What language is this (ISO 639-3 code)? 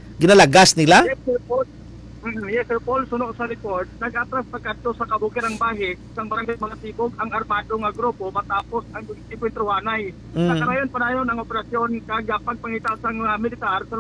hil